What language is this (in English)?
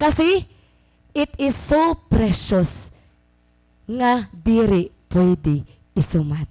Waray